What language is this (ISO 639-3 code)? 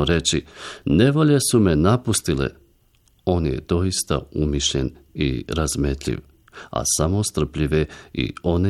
bos